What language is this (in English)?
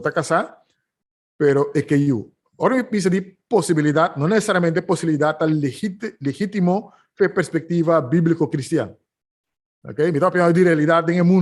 Papiamento